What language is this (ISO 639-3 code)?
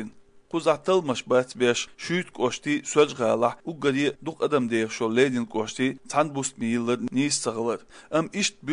che